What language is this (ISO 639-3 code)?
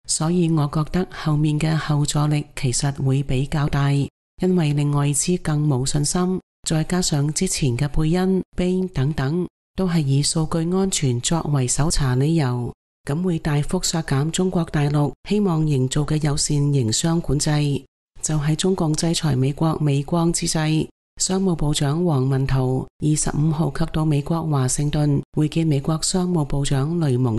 yue